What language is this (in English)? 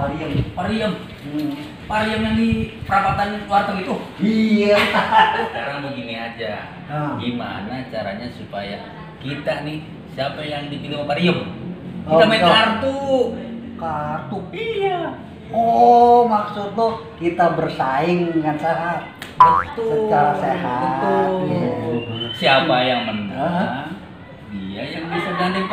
Betawi